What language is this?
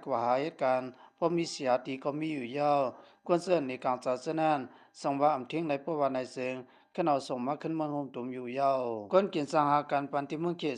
Lao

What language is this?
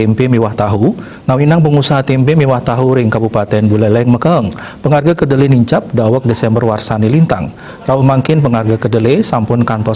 Balinese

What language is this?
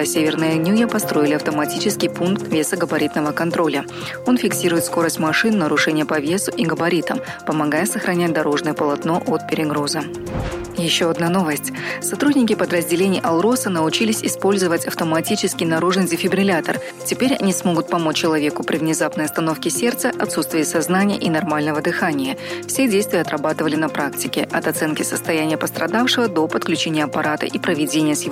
Russian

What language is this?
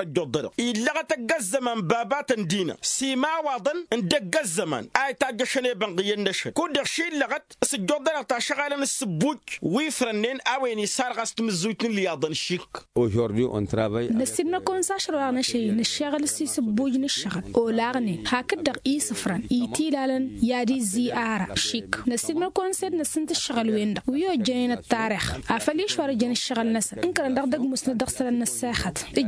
Tamasheq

